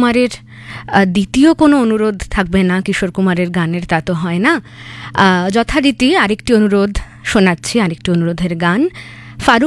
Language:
Bangla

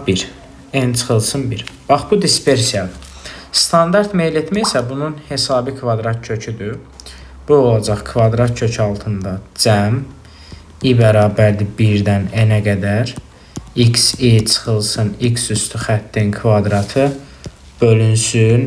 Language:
Azerbaijani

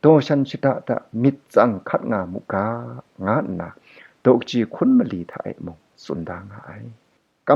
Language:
Kachin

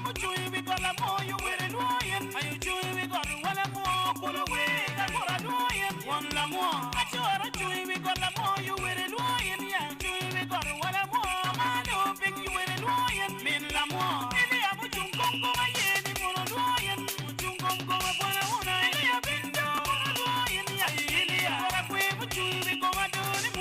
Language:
Acoli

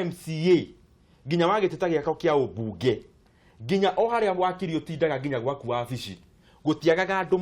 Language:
Kikuyu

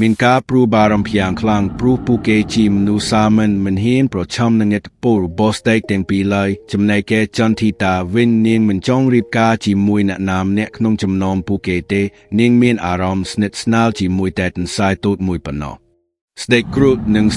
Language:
Khmer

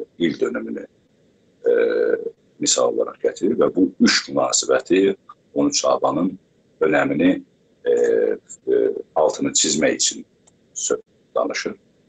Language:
South Azerbaijani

